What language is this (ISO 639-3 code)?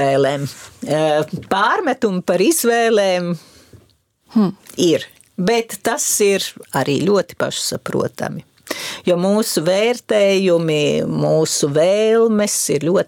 lav